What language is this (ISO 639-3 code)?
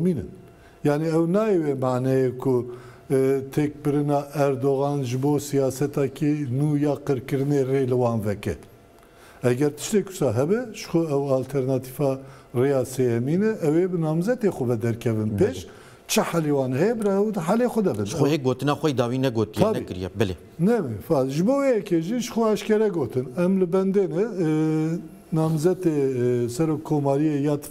kur